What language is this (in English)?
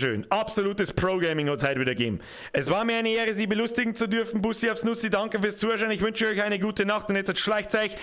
Bavarian